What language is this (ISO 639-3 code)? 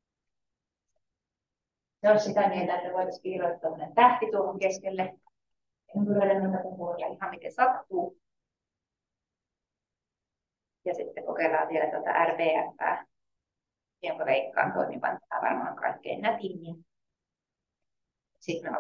fin